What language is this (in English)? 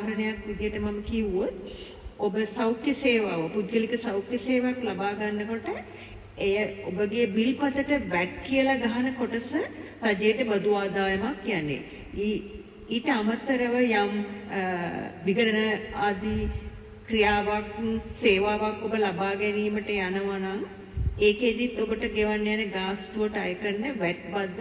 Sinhala